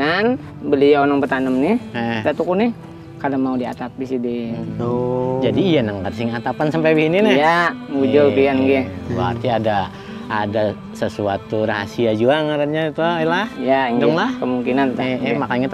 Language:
Banjar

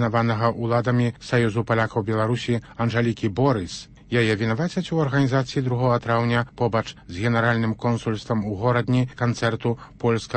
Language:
Belarusian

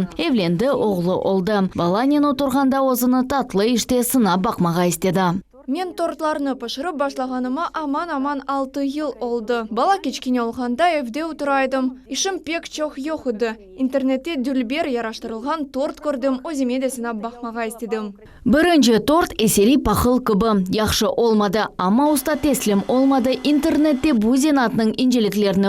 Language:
Crimean Tatar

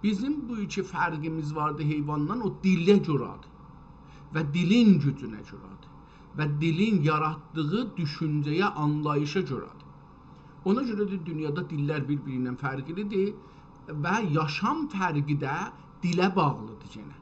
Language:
South Azerbaijani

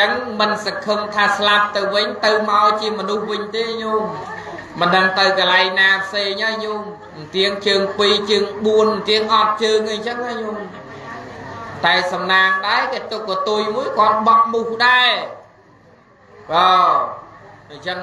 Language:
Khmer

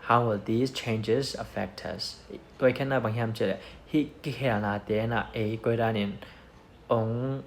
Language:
Tedim Chin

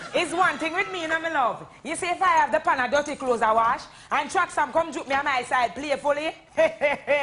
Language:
Jamaican Creole English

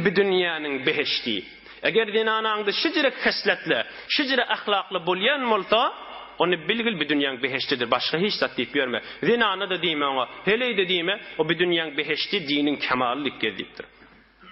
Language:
Turkmen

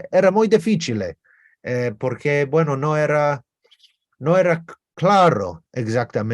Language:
Ladino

